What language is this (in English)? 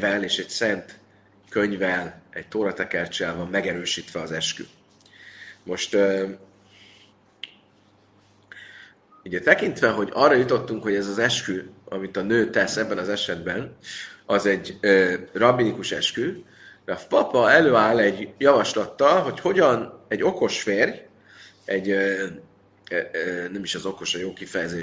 Hungarian